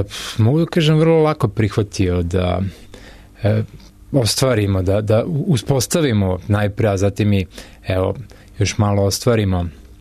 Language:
Serbian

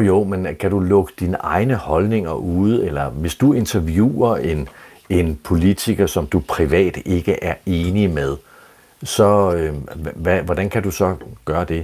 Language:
Danish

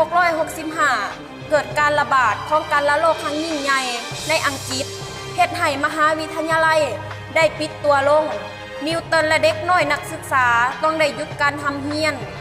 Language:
Lao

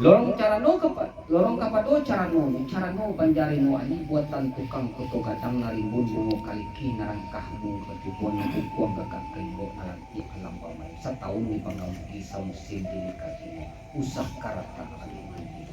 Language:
Minangkabau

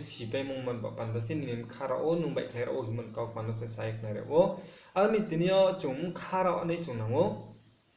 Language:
Riang (India)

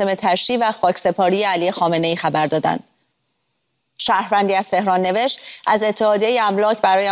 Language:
Persian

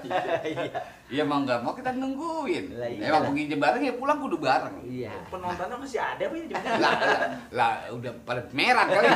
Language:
Betawi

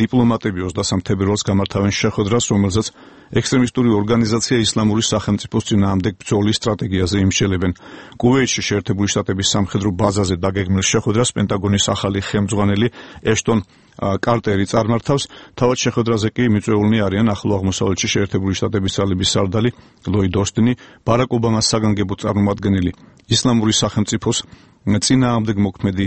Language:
Georgian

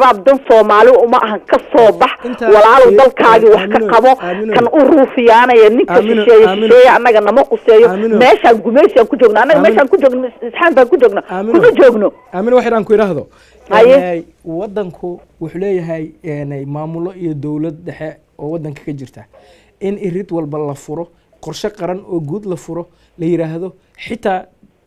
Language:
Somali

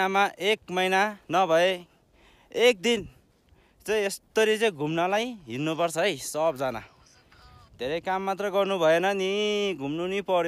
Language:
Nepali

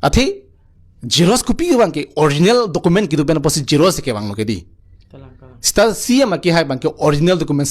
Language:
Karbi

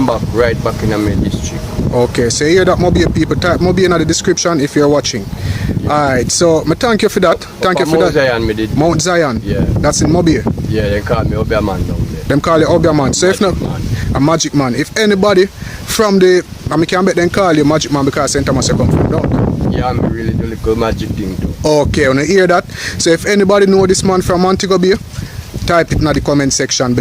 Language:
Jamaican Creole English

